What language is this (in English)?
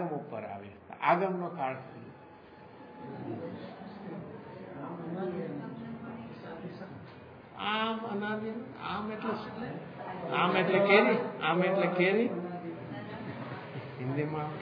Gujarati